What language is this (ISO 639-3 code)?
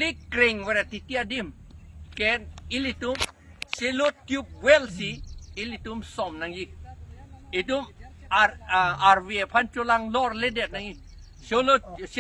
mjw